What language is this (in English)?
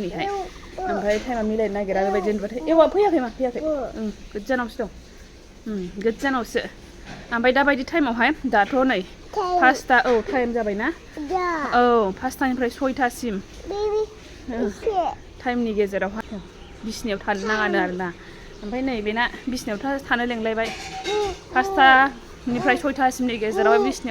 Bodo